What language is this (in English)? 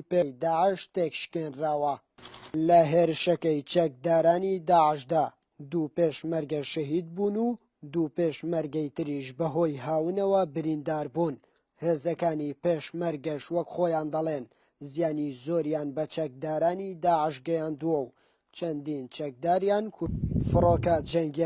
Central Kurdish